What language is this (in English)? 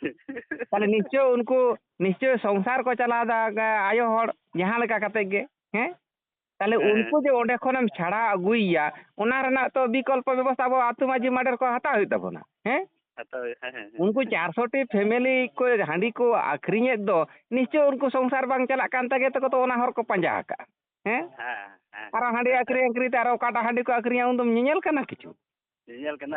Santali